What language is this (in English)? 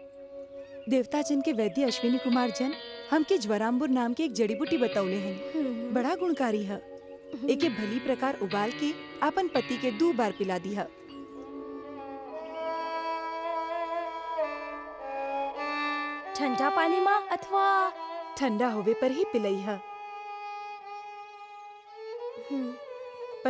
Bhojpuri